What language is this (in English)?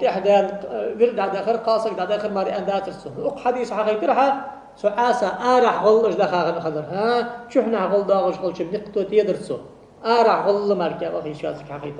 Ingush